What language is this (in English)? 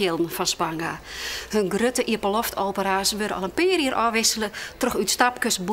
Western Frisian